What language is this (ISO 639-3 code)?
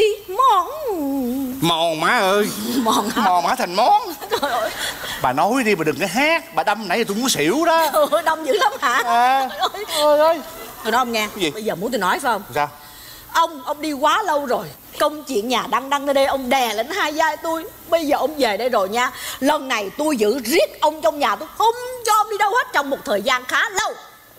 vie